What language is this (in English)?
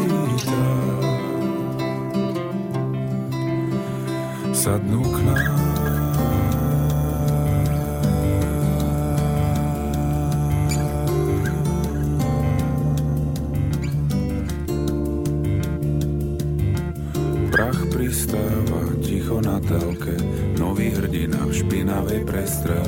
Slovak